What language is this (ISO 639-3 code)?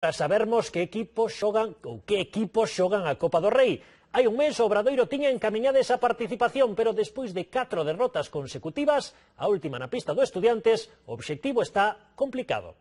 glg